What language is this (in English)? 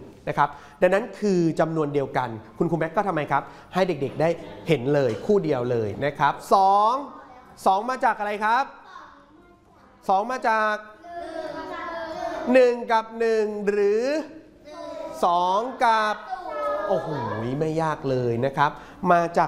Thai